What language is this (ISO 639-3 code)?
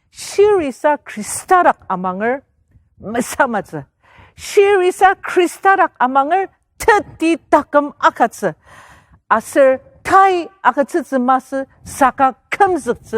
njo